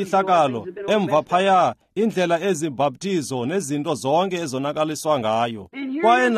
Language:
Xhosa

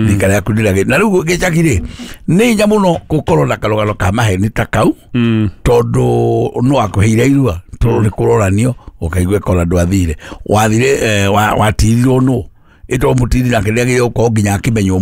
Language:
Kikuyu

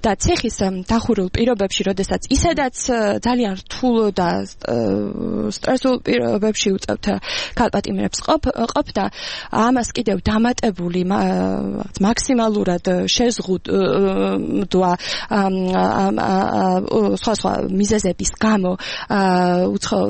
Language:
Georgian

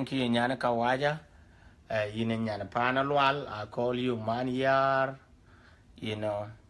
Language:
Dinka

